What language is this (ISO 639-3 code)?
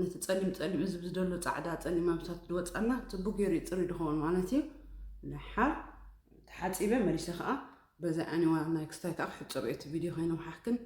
tir